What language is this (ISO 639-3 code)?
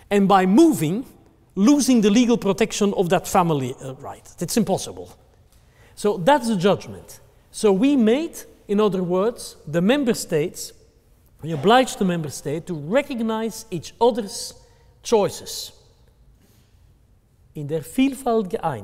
eng